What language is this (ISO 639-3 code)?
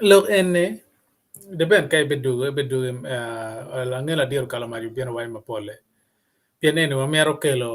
ach